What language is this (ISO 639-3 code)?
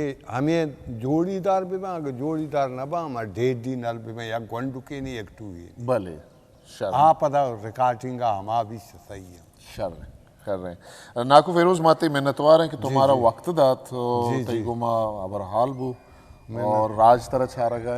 bgp